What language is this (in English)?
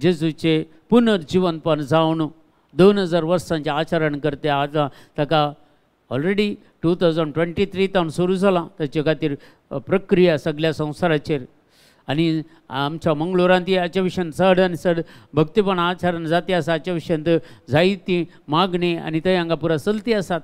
Konkani